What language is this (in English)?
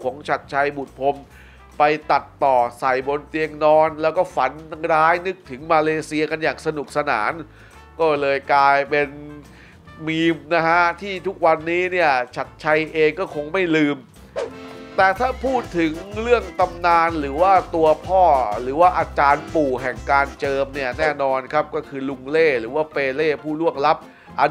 Thai